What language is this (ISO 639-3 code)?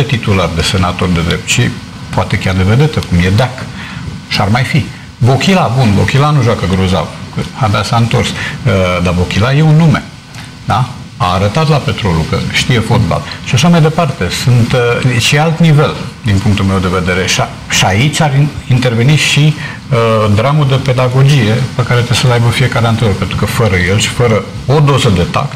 ron